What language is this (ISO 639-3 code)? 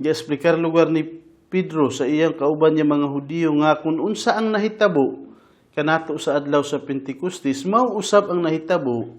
ceb